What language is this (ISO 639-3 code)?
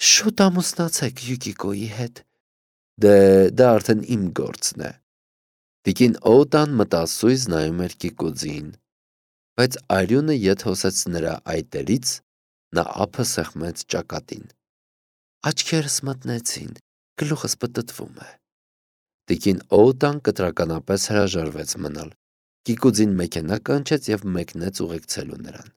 hye